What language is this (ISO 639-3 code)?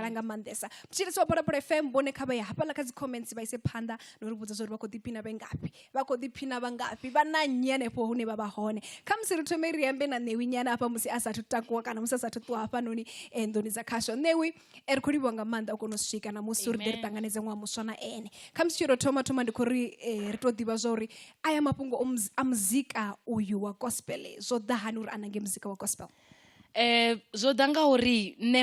ven